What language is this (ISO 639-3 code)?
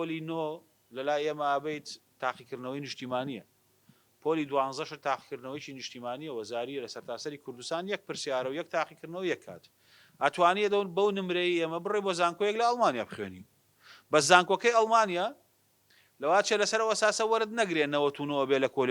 ckb